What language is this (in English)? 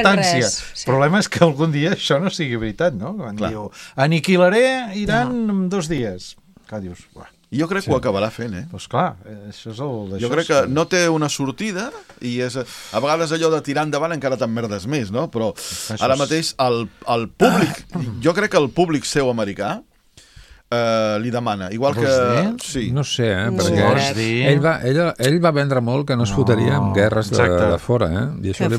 Catalan